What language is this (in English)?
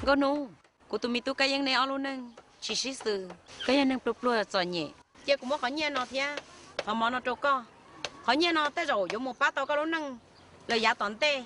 Hmong